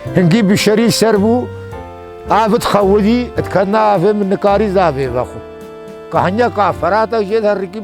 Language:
Kurdish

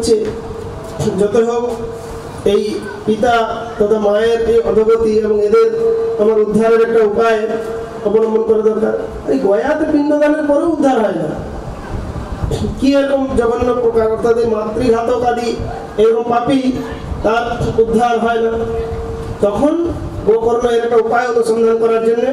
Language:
Bangla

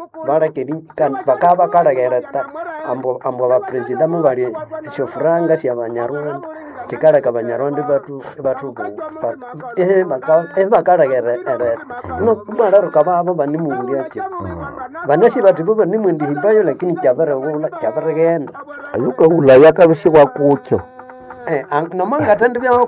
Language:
Nande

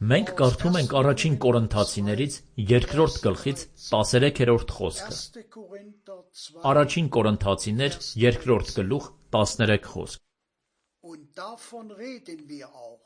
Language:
Armenian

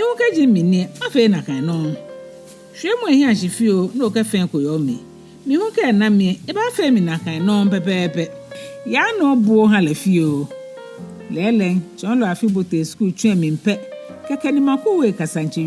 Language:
Ga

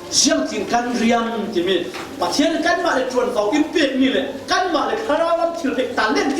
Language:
Falam Chin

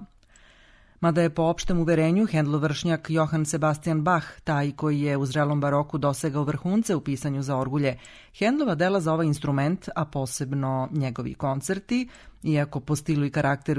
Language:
Serbian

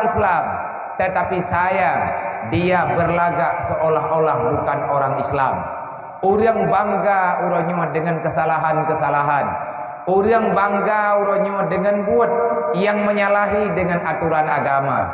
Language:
Achinese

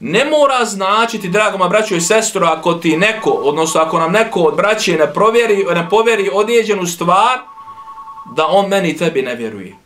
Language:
Bosnian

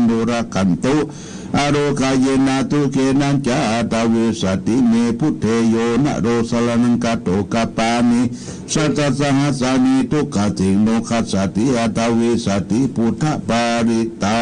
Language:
Pali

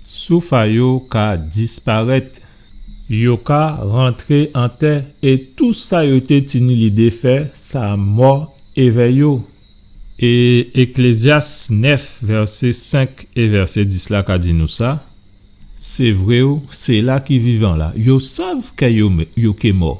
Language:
Guadeloupean Creole French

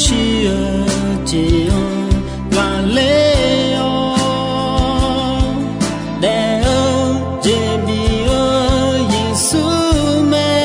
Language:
Akha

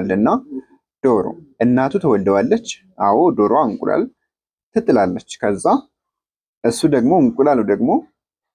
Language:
Amharic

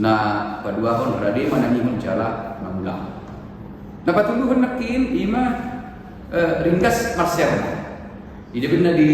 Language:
Batak Toba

